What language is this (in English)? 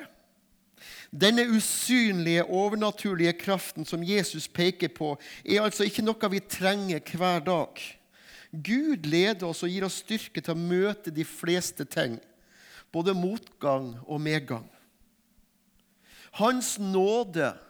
Norwegian